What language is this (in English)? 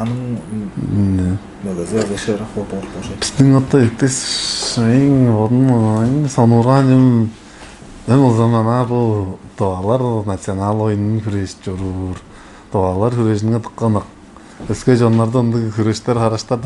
Tuvinian